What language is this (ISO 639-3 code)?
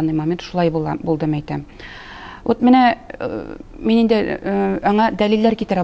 tat